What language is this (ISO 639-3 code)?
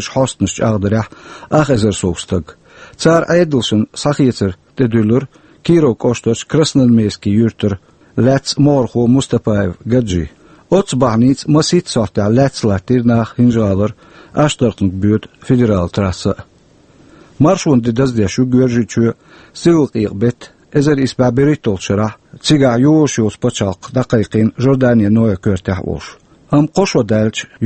che